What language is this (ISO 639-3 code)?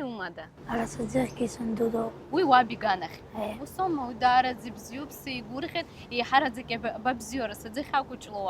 abk